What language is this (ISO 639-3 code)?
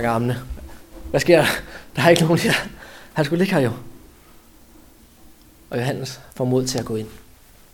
dan